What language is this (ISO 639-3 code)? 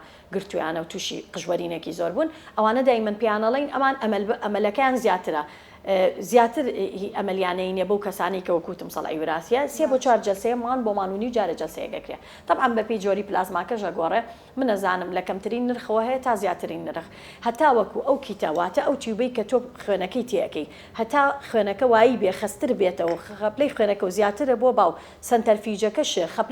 ckb